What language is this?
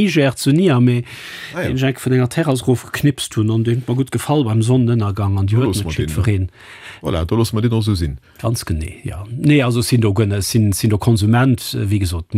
Luxembourgish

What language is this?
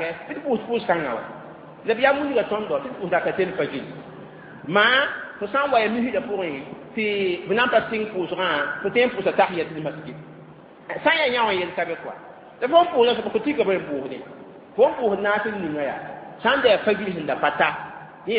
Mossi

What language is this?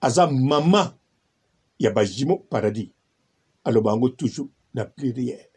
Lingala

